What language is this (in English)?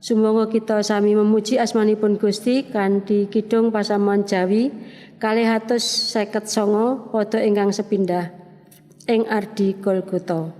Javanese